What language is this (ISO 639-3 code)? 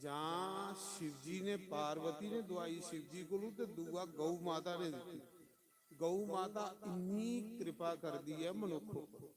doi